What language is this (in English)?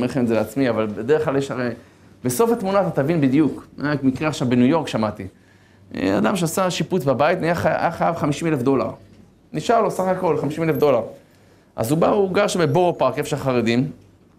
Hebrew